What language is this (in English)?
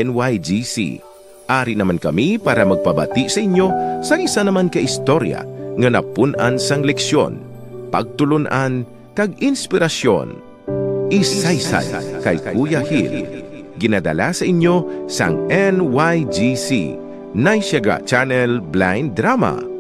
Hiligaynon